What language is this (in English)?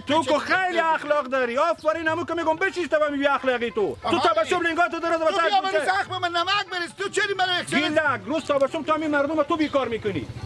Hazaragi